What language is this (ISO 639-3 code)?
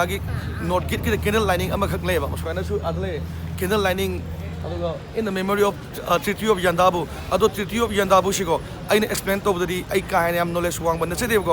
mni